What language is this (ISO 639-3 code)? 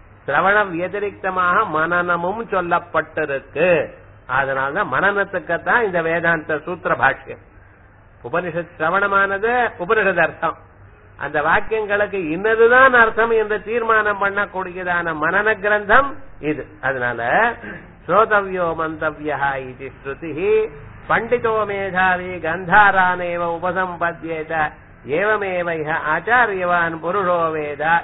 tam